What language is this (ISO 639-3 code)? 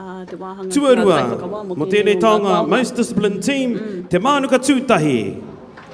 mri